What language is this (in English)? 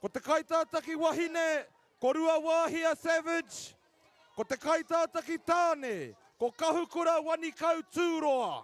Māori